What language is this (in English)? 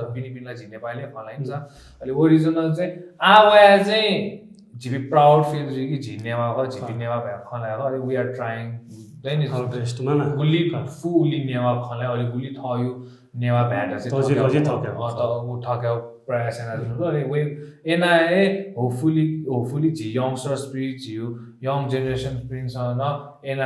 Newari